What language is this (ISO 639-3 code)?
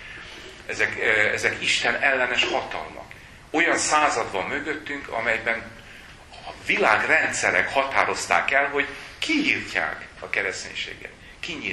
hun